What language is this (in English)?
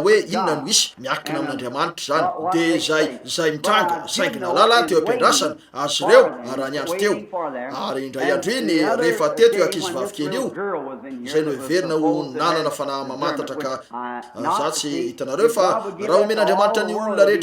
Malagasy